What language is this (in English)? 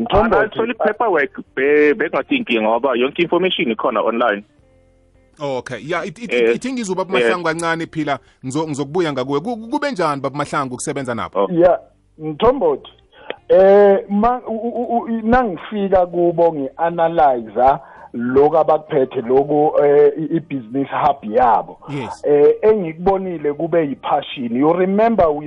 South Ndebele